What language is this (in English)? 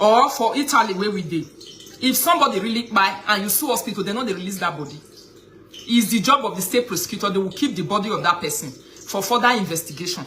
Nigerian Pidgin